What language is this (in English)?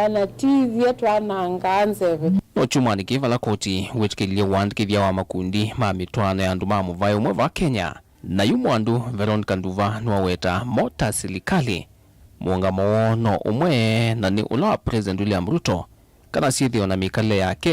Kamba